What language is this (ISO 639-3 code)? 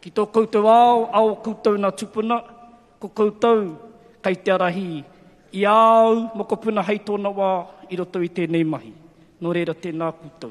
mri